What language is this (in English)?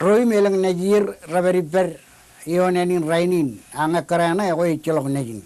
Marshallese